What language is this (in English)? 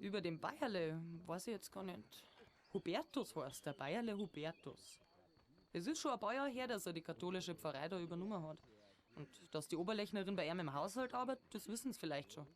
Bavarian